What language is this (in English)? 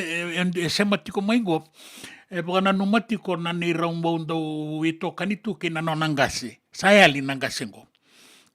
Fijian